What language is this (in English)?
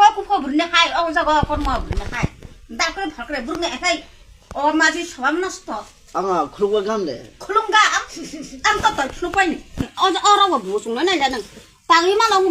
Kok Borok